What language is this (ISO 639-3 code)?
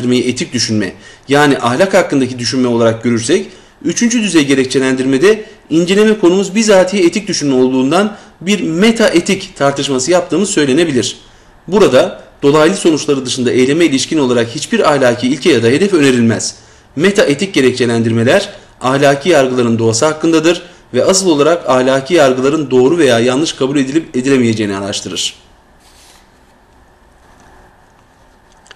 tur